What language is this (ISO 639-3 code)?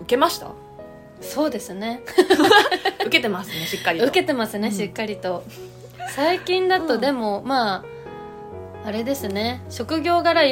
jpn